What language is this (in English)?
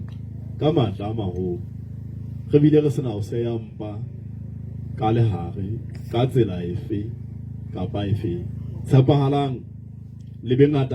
Southern Sotho